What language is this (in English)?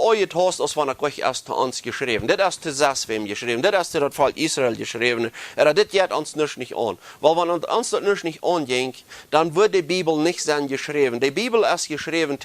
Plautdietsch